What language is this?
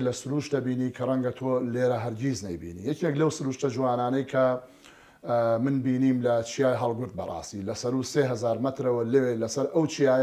Central Kurdish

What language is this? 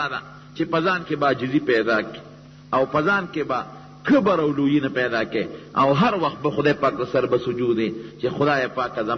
Pashto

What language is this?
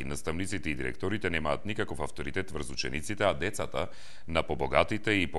Macedonian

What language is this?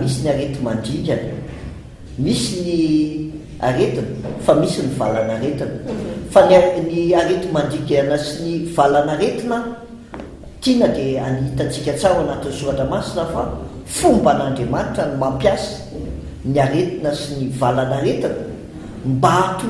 Malagasy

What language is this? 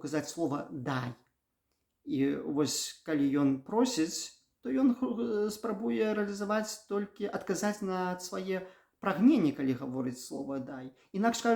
Belarusian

